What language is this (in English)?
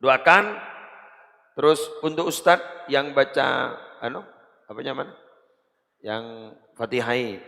Madurese